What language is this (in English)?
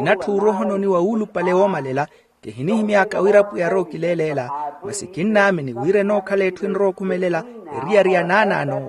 Makhuwa